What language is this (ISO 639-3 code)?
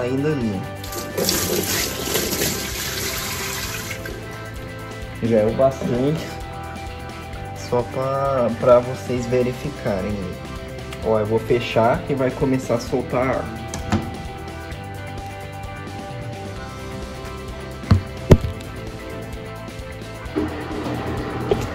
por